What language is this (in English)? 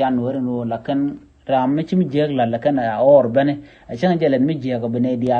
Nuer